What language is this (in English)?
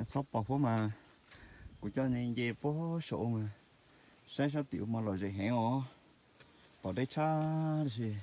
Hmong